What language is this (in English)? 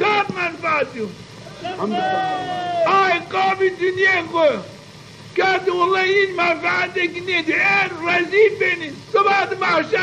Zaza